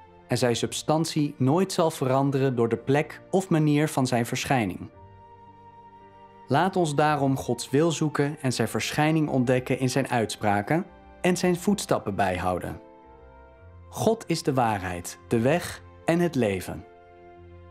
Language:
Dutch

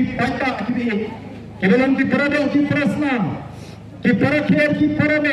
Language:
Khasi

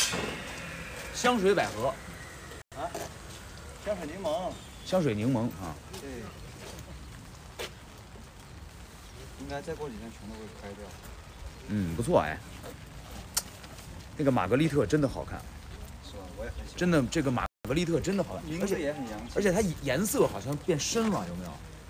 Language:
Chinese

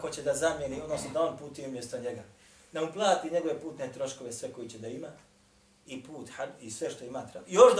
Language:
Bosnian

